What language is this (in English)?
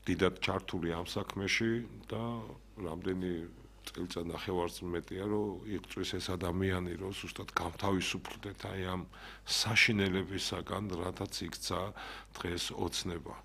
Georgian